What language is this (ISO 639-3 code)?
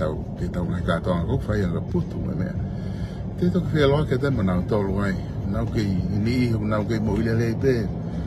ton